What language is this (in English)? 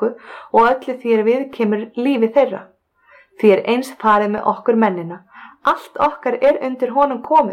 Icelandic